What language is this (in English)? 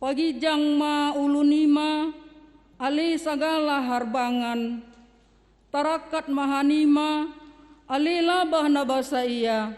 Batak Simalungun